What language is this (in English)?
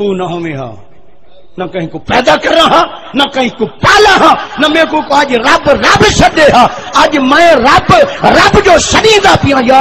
Saraiki